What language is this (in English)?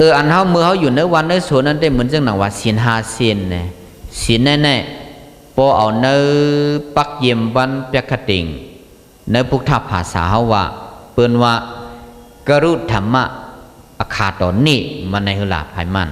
Shan